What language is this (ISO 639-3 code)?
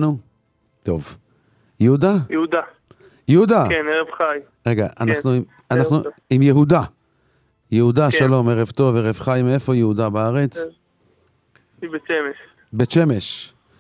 heb